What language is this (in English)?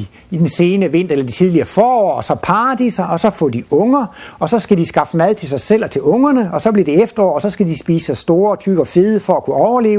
Danish